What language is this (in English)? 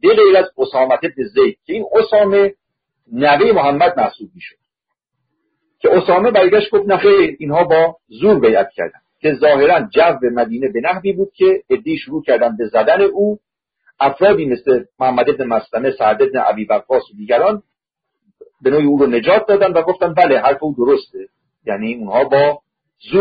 Persian